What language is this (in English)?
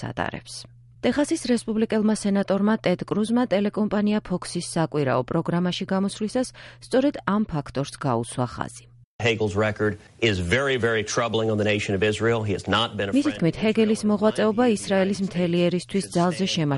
Georgian